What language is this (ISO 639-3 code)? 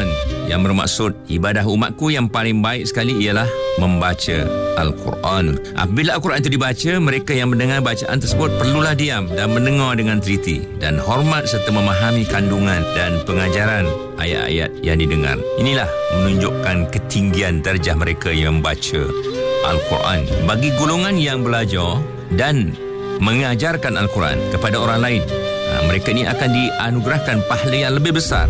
msa